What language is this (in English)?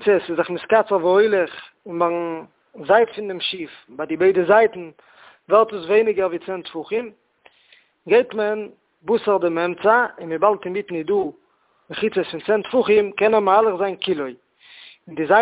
Yiddish